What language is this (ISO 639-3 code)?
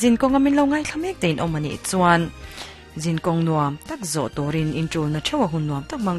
lus